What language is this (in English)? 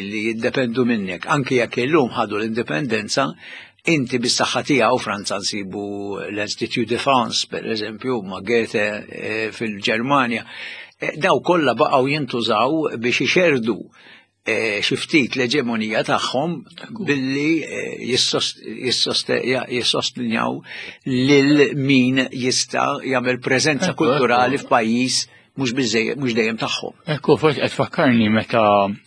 Maltese